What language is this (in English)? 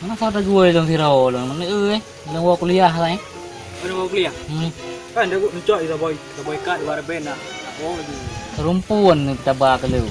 Achinese